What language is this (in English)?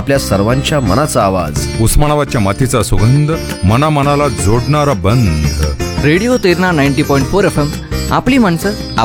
Marathi